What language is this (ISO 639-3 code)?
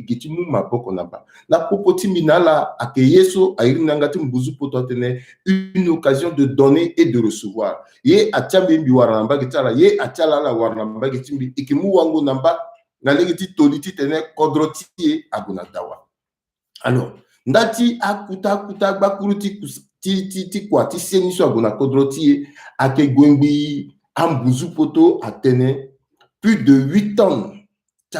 sag